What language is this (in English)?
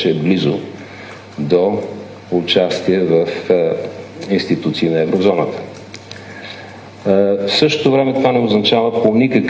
Bulgarian